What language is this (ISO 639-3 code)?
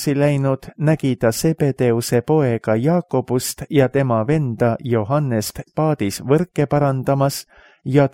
est